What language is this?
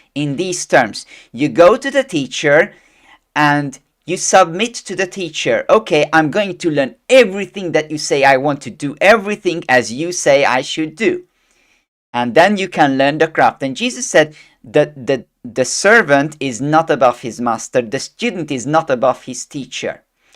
English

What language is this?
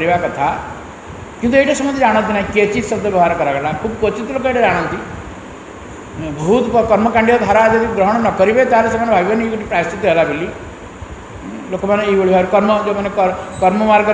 Odia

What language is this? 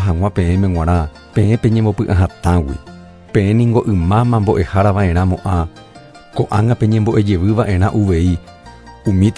Guarani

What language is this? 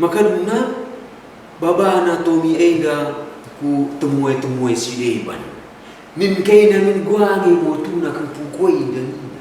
Batak Karo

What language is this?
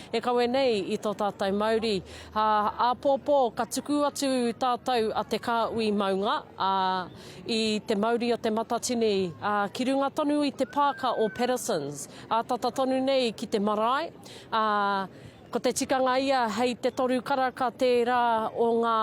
Māori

